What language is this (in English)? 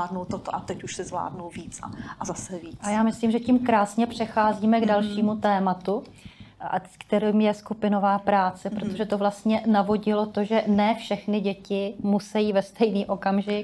Czech